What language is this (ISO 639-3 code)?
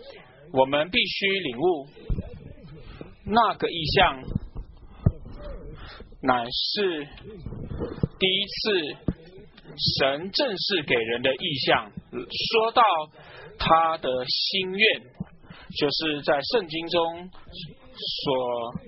zho